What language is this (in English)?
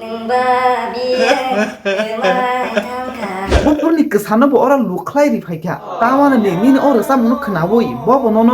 Kok Borok